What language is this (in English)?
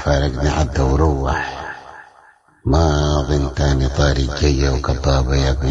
Sudanese Arabic